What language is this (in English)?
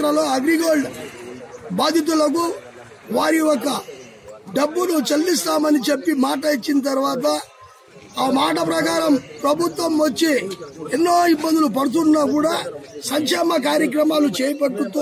Telugu